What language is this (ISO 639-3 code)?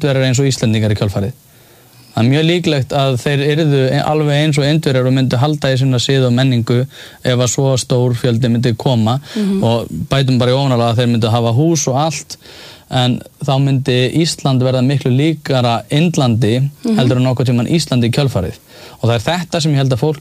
isl